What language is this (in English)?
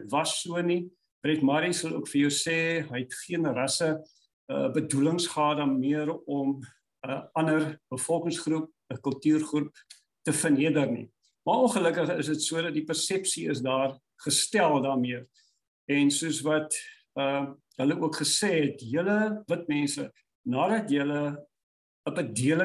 Afrikaans